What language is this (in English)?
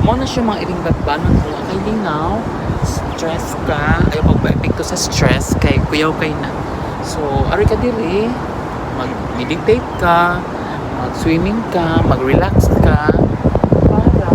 Cebuano